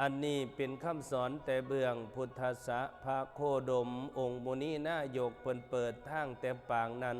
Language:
Northeastern Thai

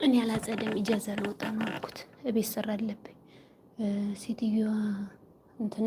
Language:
Amharic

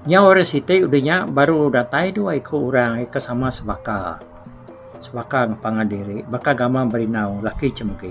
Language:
Iban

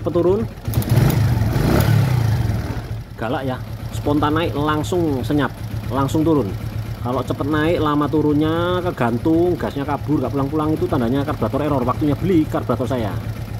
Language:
Indonesian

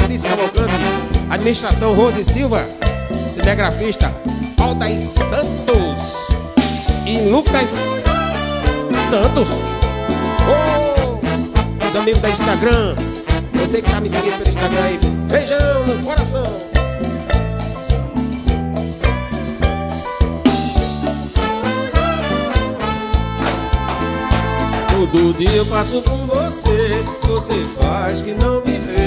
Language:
Portuguese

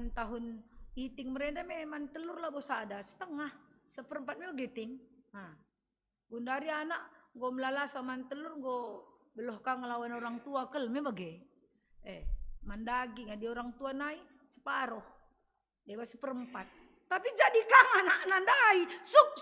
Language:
Batak Karo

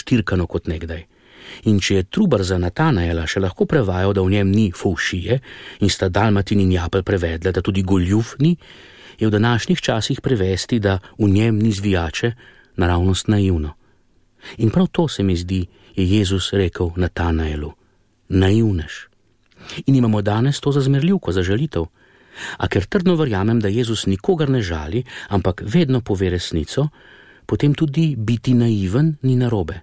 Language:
Slovenian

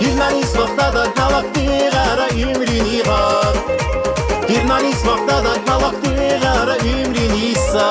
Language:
Tabassaran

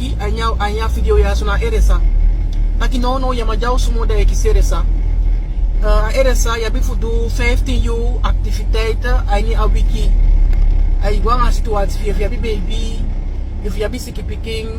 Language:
Sranan Tongo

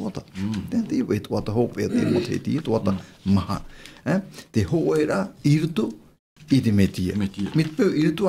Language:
Tahitian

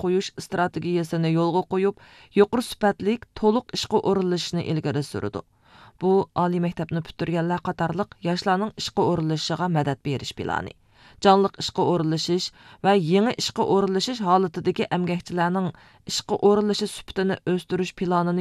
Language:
Uyghur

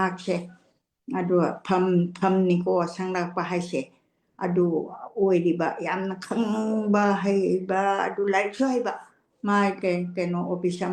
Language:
Manipuri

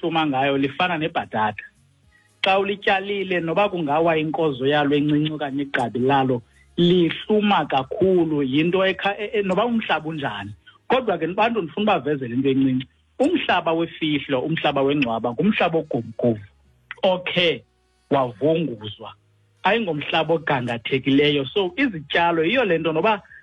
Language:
Xhosa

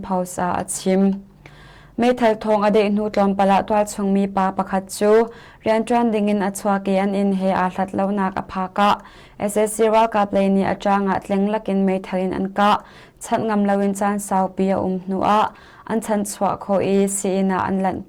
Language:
Hakha Chin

